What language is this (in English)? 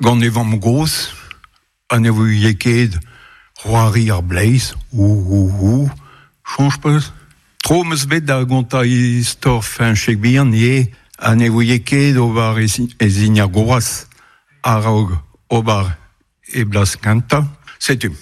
Breton